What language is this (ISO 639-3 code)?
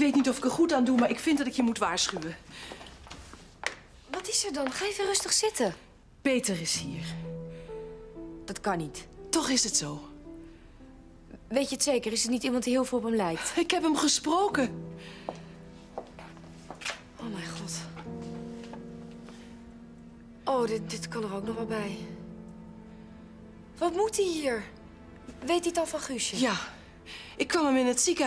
nld